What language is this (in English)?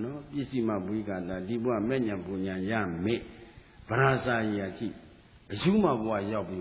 Burmese